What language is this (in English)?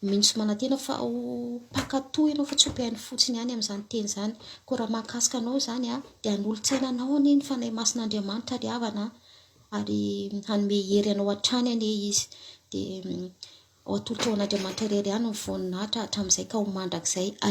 Malagasy